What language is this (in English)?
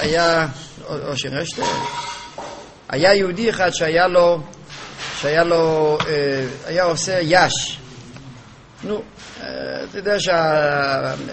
Hebrew